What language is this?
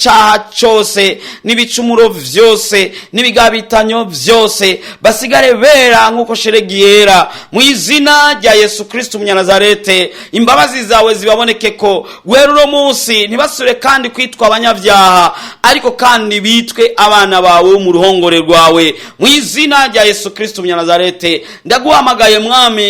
Rundi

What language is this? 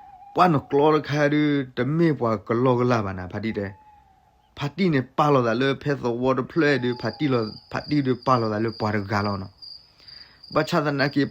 S'gaw Karen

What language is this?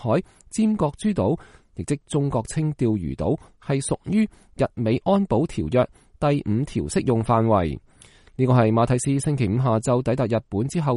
Cantonese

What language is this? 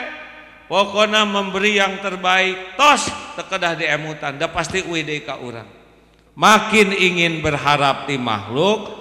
Sundanese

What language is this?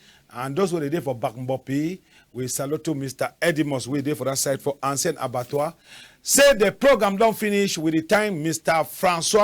Cameroon Pidgin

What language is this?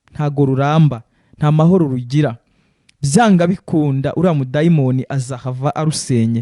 Kinyarwanda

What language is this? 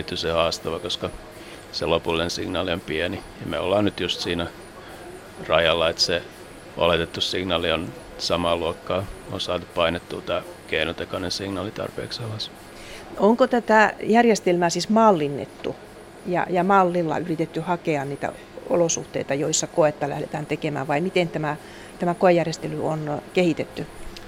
Finnish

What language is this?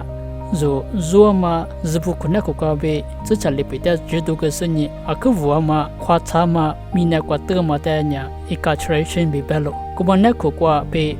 Lisu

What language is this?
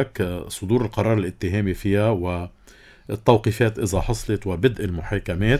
North Levantine Arabic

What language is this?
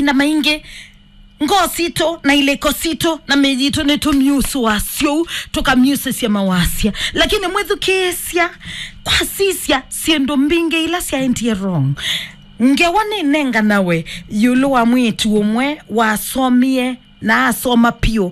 Kamba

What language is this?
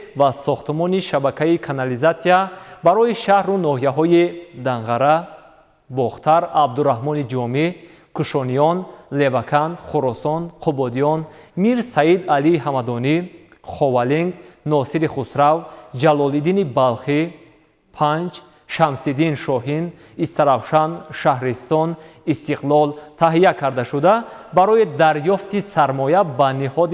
Tajik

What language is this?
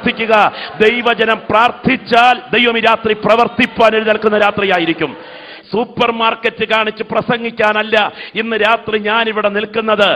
Malayalam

